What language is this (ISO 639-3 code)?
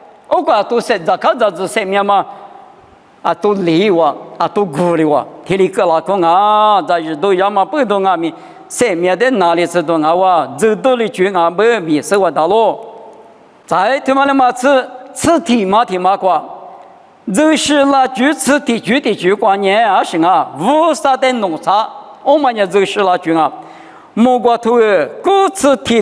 lis